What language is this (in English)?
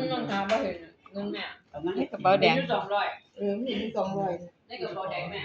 Northeastern Thai